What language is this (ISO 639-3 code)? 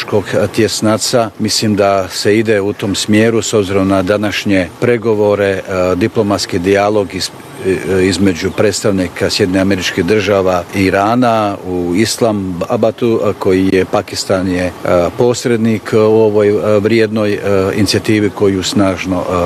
hrv